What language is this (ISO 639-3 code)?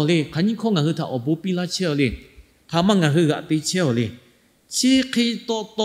lhu